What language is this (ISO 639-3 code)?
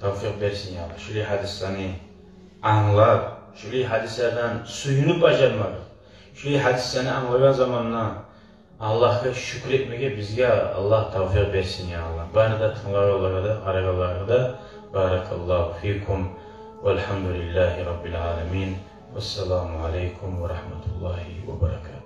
kum